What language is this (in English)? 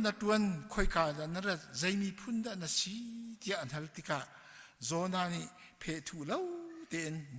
Hakha Chin